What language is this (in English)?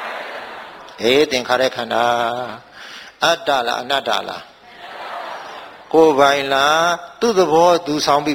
Burmese